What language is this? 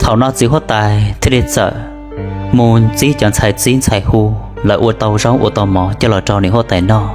Hmong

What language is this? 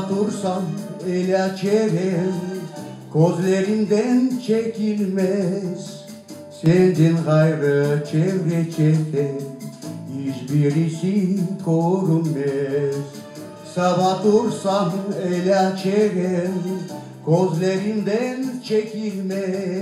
Crimean Tatar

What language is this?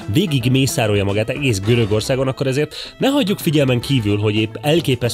Hungarian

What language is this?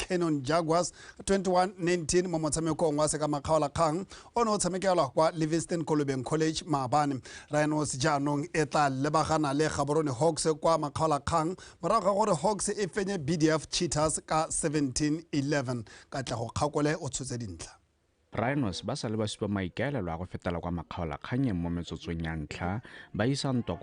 Tswana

